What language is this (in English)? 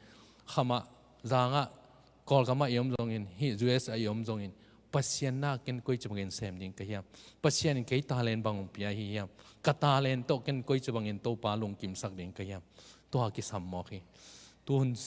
Tedim Chin